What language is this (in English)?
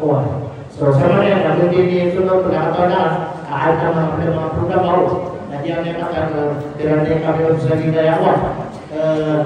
Maranao